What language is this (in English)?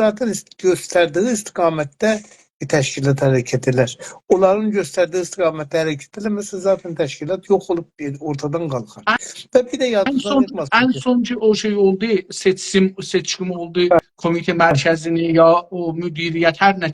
South Azerbaijani